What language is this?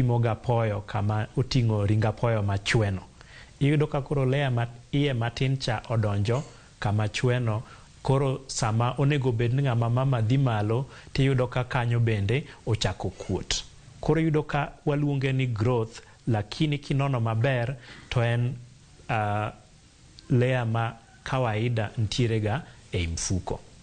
Luo (Kenya and Tanzania)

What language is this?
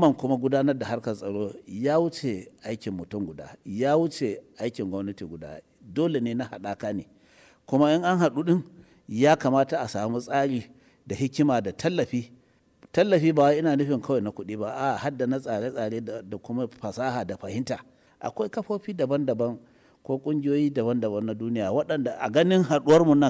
Hausa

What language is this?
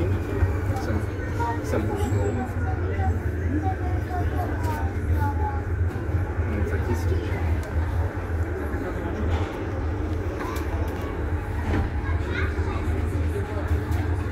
Czech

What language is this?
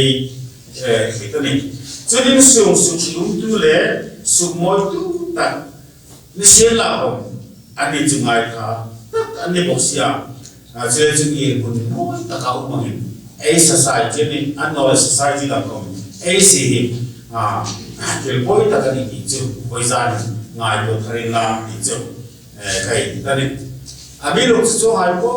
Hmar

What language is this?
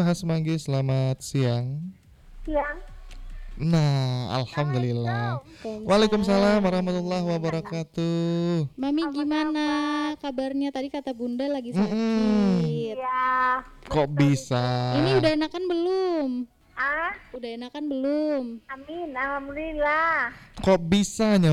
Indonesian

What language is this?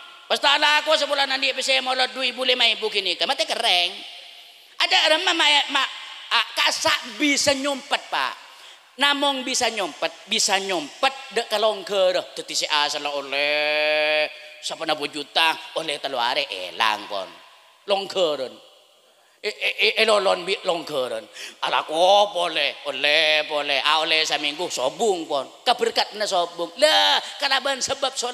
Madurese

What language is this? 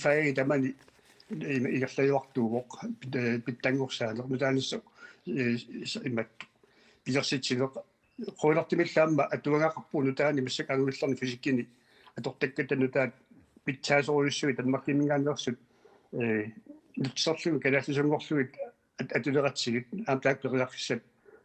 Kalaallisut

